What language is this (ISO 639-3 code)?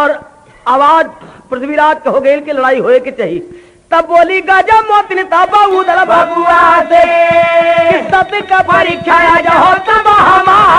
bho